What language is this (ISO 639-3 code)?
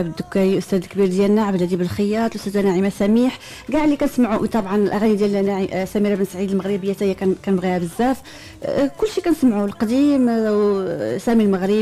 ary